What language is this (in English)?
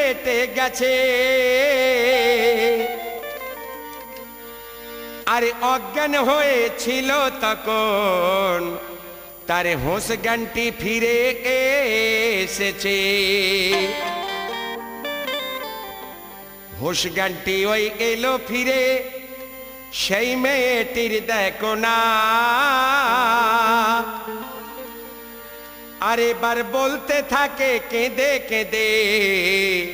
Bangla